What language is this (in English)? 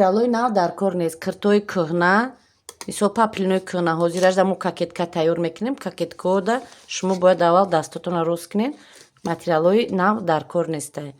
Tajik